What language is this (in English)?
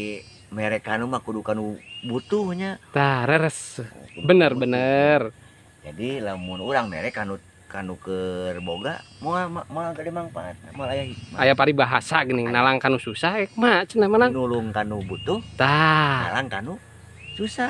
Sundanese